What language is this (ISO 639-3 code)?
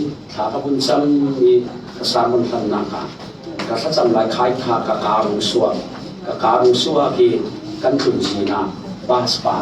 cfm